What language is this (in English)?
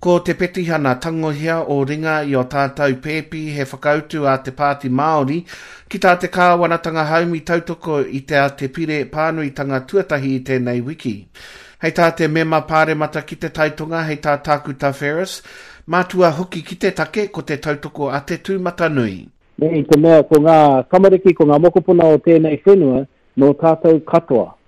Māori